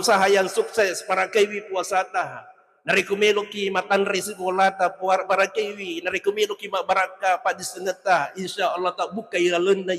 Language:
Buginese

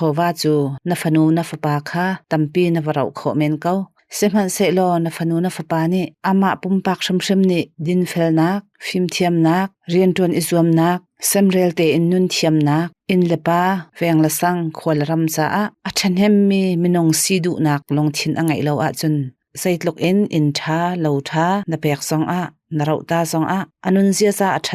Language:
Hakha Chin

